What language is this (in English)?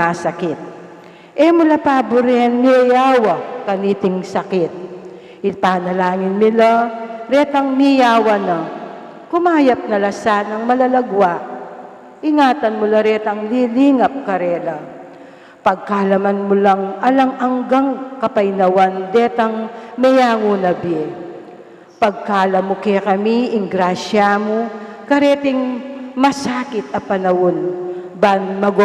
Pampanga